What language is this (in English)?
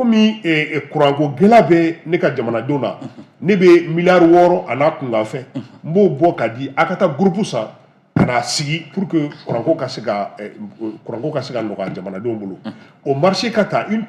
Bambara